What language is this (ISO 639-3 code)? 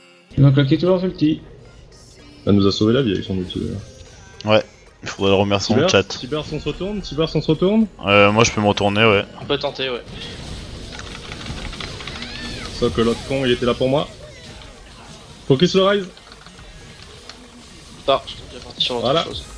fra